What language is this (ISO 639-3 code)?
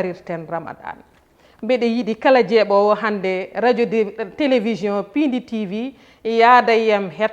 ful